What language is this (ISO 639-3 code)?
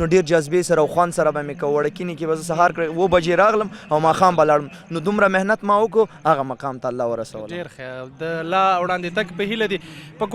pus